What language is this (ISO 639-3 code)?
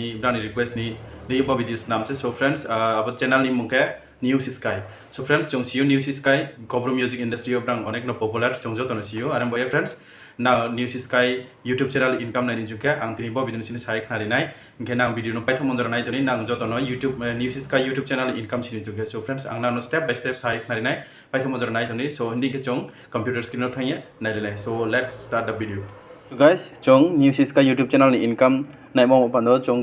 ria